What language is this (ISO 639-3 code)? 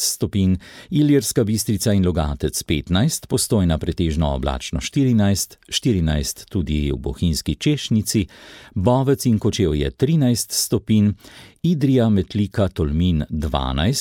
slv